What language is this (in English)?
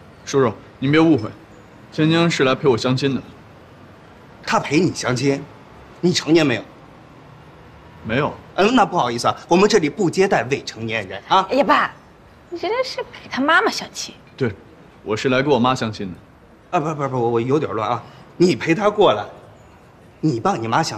Chinese